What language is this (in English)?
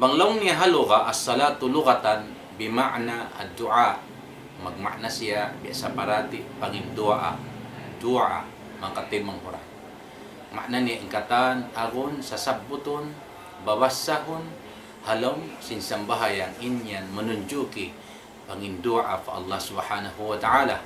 Tausug